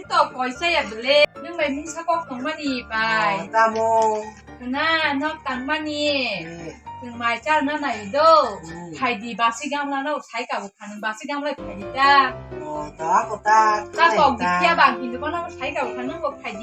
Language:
Kok Borok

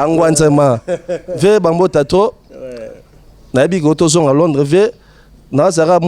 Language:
Lingala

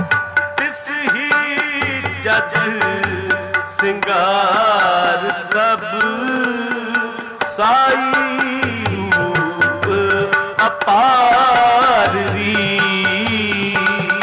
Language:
Punjabi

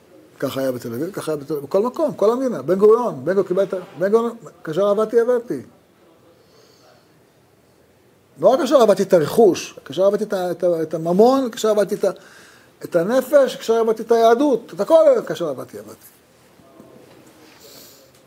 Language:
Hebrew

